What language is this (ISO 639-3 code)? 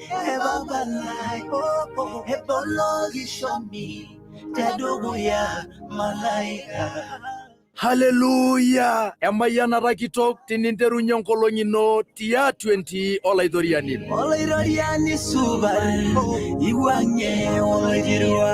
mas